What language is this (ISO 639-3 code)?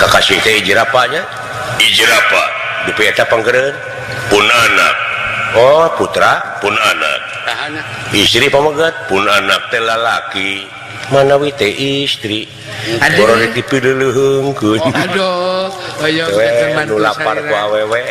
sun